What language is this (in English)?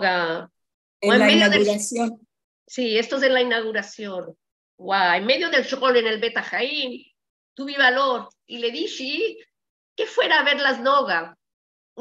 Ladino